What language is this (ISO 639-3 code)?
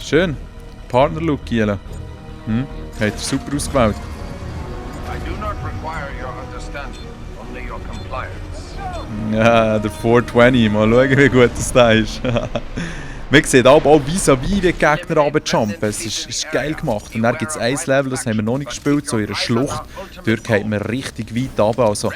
gsw